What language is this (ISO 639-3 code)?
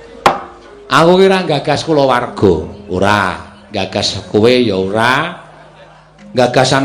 jav